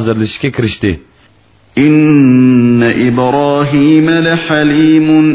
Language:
Uyghur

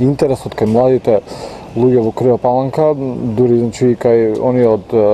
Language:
Macedonian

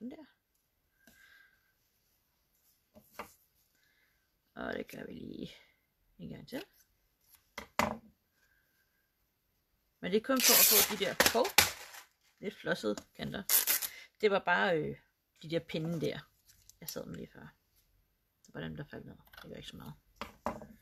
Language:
Danish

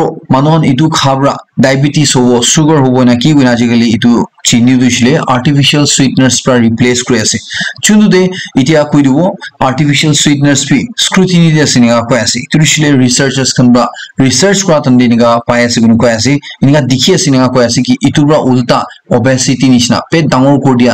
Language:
Naga Pidgin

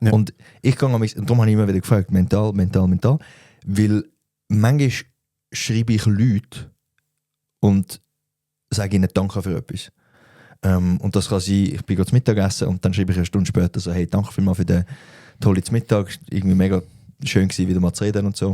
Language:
Swiss German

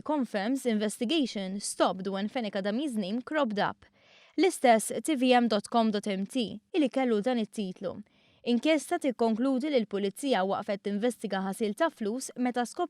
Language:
Maltese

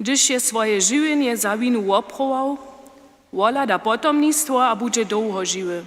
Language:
Upper Sorbian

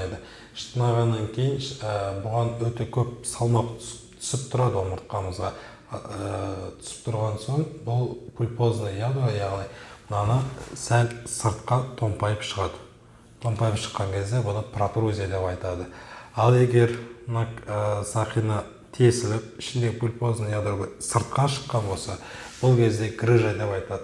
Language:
Kazakh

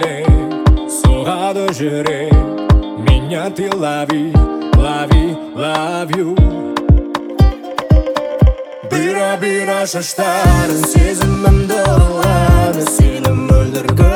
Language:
Kazakh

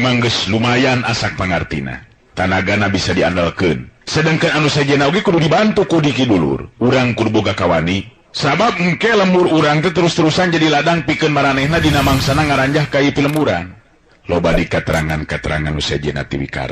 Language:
Sundanese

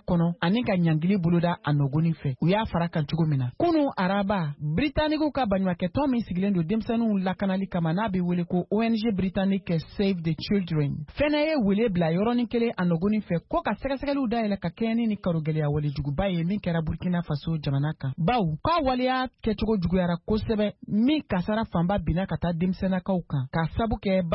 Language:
Bambara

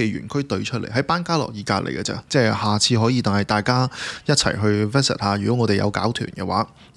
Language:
Cantonese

